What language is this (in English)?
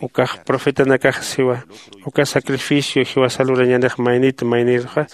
Aymara